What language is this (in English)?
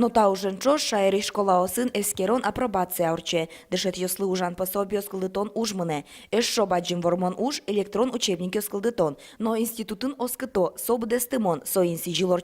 Udmurt